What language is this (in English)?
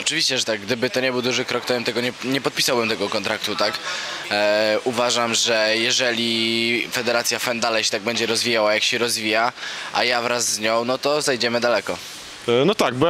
Polish